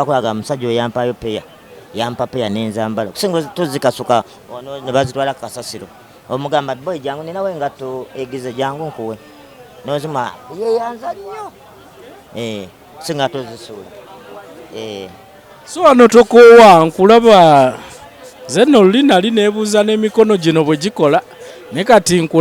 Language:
Ganda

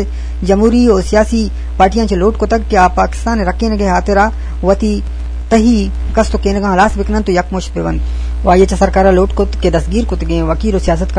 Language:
Eastern Balochi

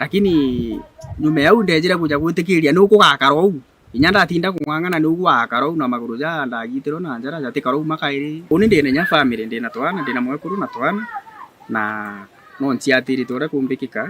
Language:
Meru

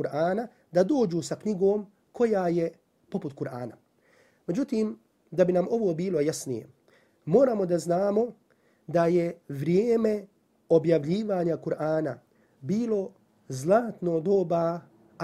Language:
Bosnian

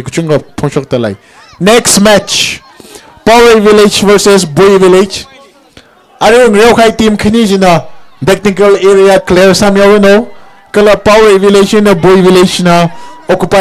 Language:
Tangkhul Naga (India)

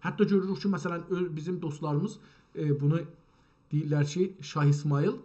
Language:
South Azerbaijani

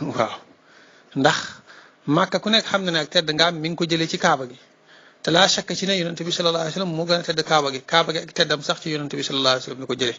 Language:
Wolof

